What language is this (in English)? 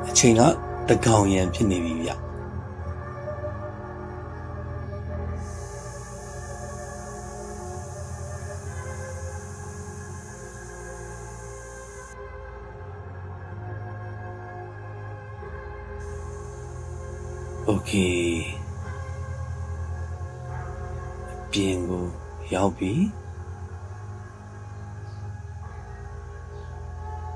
Burmese